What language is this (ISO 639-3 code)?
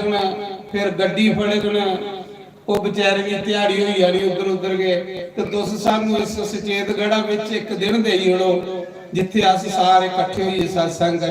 doi